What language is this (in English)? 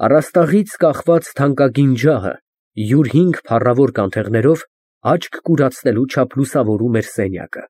Armenian